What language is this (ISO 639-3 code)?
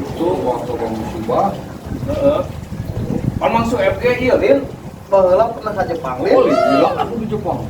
sun